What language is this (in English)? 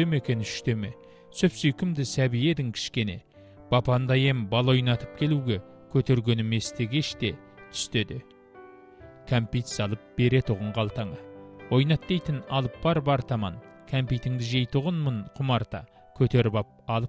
Kazakh